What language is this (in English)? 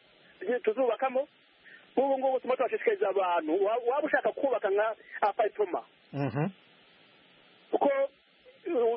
Kinyarwanda